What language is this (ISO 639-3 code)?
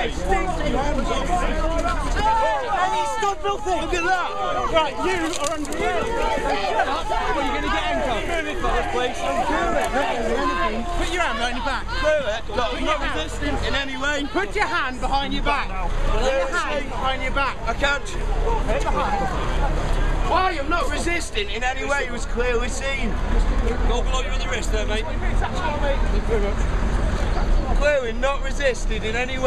eng